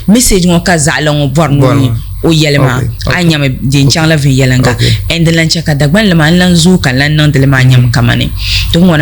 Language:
Dagbani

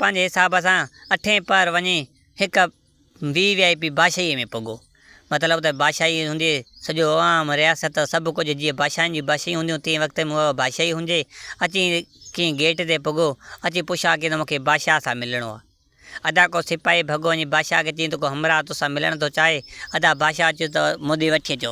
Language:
Sindhi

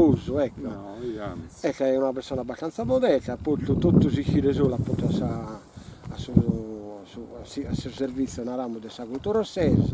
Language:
Sardinian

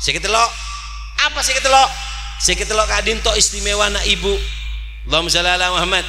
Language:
Madurese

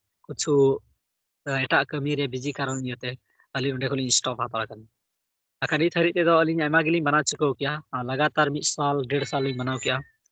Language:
Santali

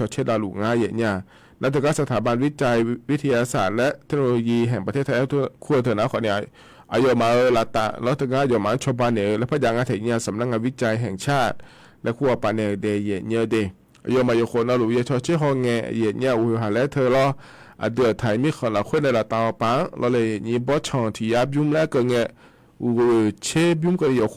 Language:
Akha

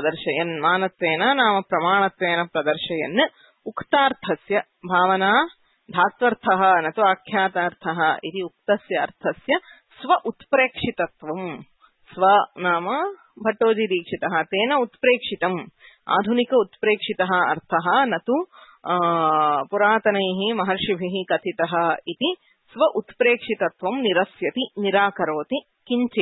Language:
Sanskrit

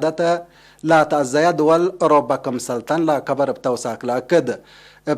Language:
Tigre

